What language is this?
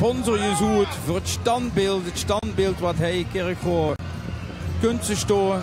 Limburgish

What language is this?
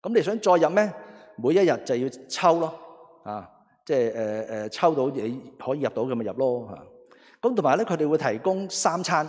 Cantonese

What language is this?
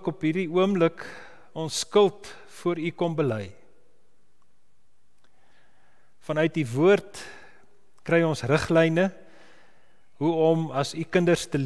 Afrikaans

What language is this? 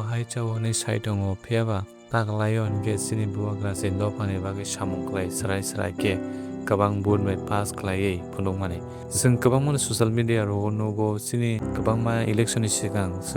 Kok Borok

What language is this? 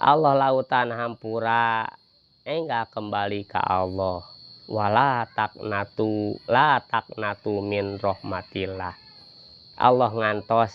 Sundanese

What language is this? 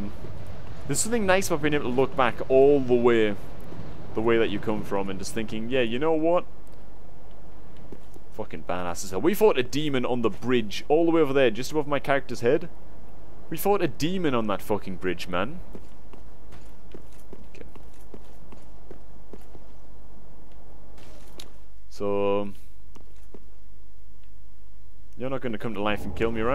English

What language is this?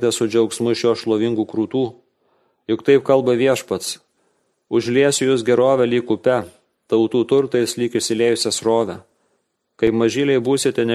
Lithuanian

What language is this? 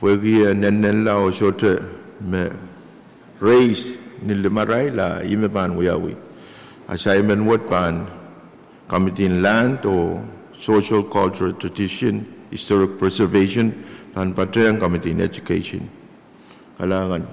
Pohnpeian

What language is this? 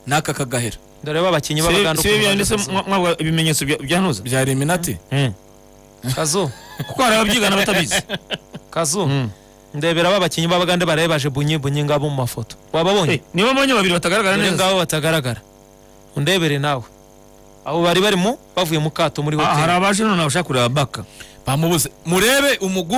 Kinyarwanda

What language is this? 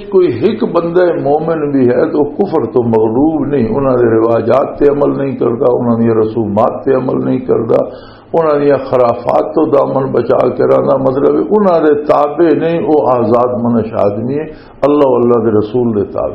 Western Panjabi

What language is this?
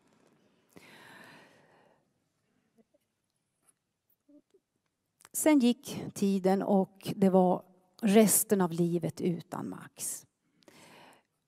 Swedish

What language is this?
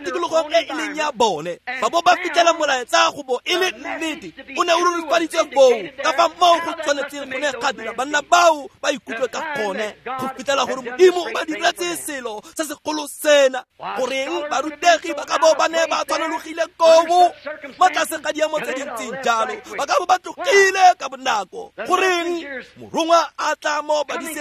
Tswana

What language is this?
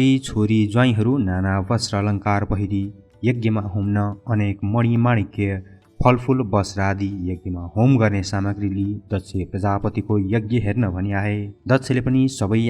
Nepali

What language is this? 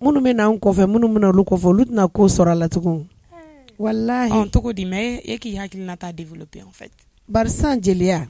Bambara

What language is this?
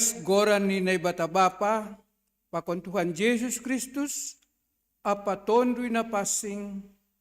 Batak Simalungun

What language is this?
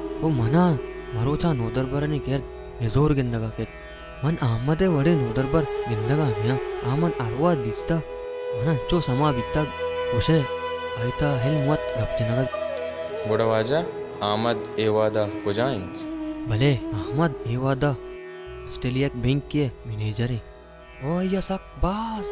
Baluchi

